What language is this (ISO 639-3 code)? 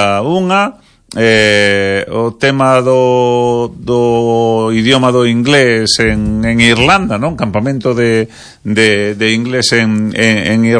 glg